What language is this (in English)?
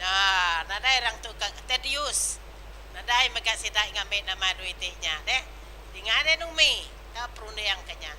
Iban